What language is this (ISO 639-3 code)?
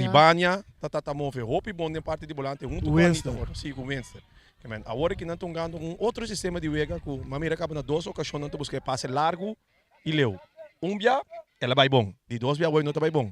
pap